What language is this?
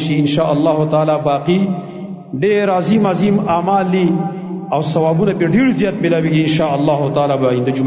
Pashto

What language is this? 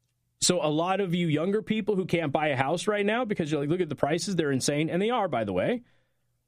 English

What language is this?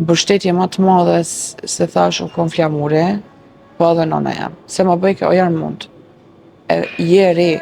Albanian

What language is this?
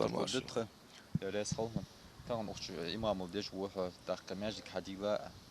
Ingush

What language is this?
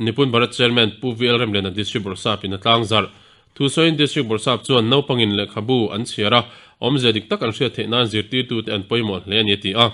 Mizo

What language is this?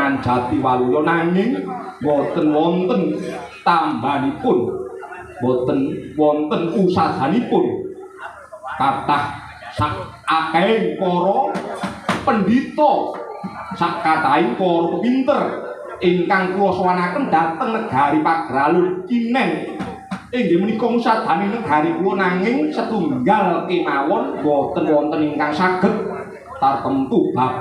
Javanese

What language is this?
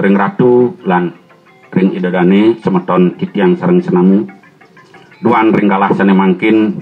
Balinese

